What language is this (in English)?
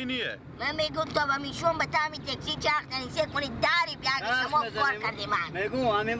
Persian